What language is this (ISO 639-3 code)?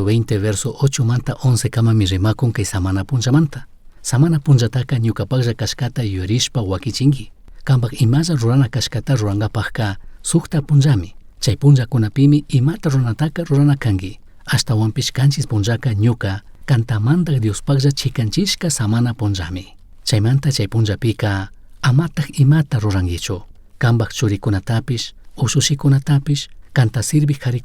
qug